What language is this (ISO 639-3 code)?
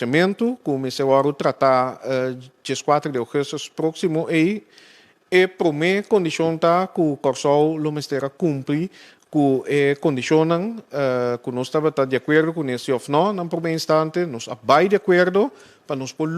pap